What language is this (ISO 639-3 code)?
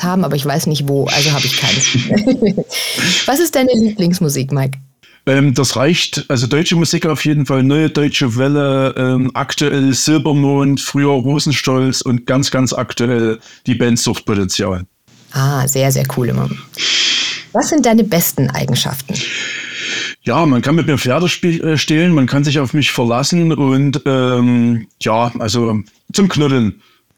deu